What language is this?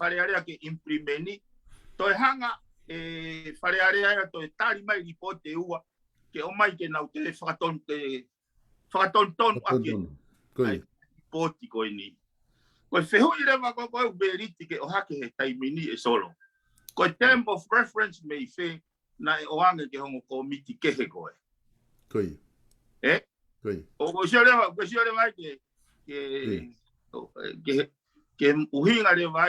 Tongan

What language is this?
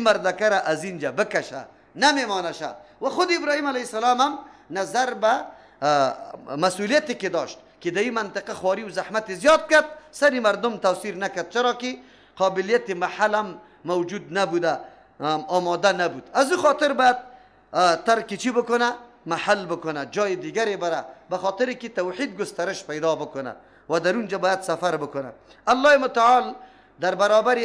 Persian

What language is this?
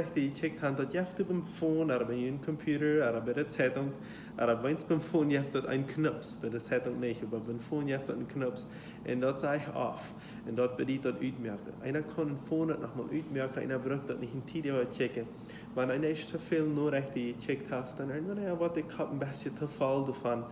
Plautdietsch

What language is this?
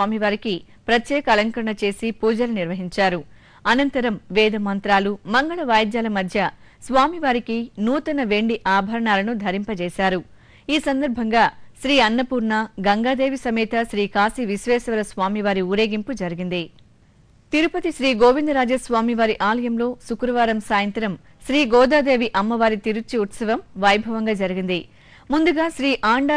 Telugu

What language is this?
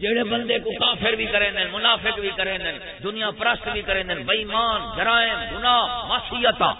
Saraiki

